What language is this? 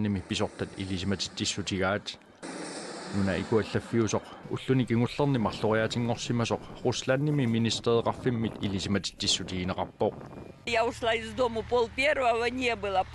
Kalaallisut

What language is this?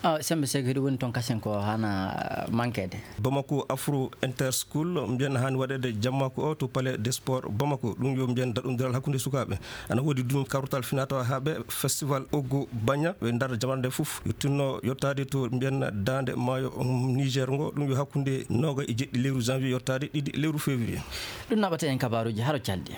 Nigerian Fulfulde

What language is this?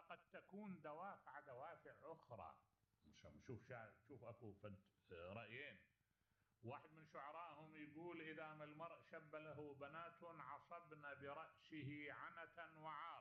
Mesopotamian Arabic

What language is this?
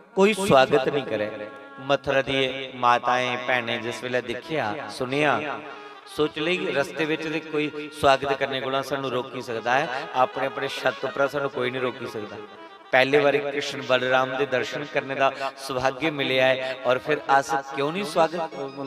Dogri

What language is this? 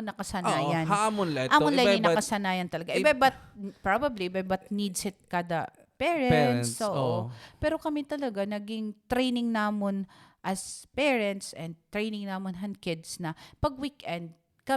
Waray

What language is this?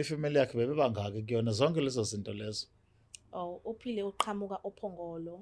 Zulu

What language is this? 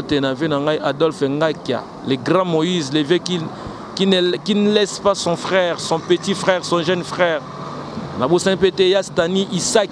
Lingala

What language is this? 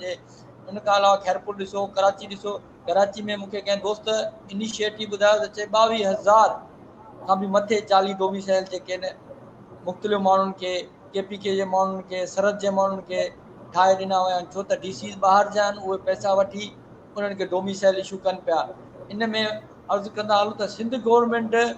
Sindhi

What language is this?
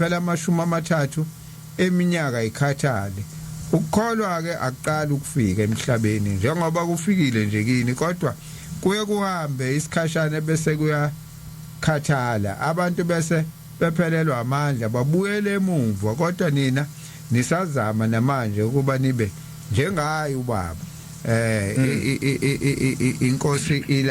Zulu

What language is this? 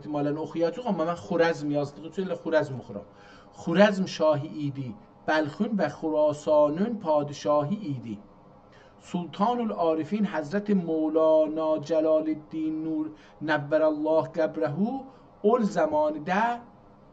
South Azerbaijani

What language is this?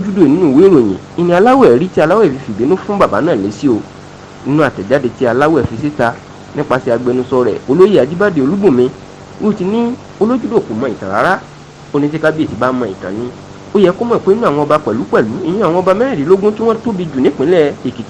Yoruba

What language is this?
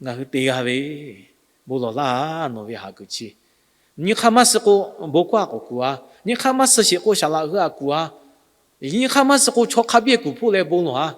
Lahu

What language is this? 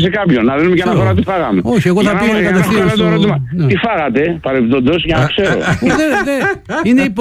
Greek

